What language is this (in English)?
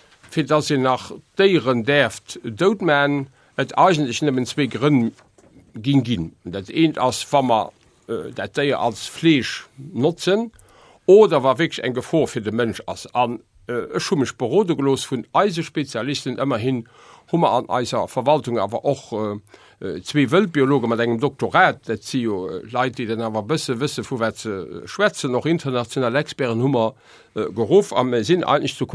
Luxembourgish